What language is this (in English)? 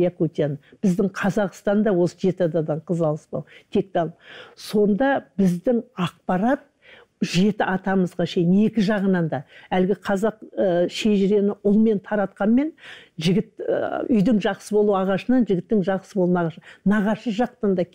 Kazakh